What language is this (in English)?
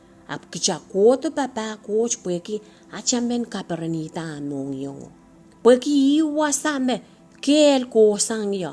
Pohnpeian